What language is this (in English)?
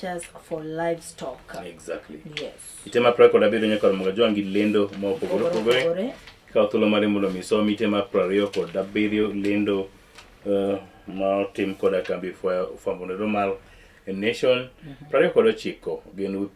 Luo (Kenya and Tanzania)